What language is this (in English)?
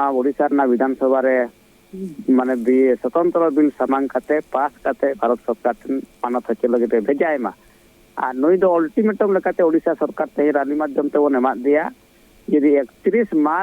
Santali